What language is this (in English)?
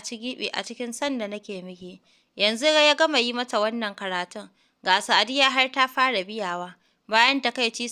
Hausa